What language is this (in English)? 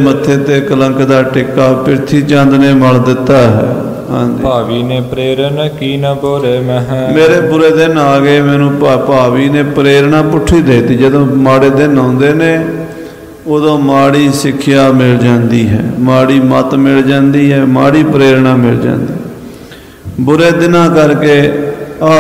Punjabi